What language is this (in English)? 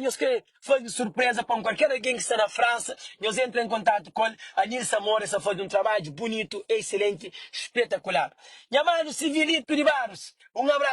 Kabuverdianu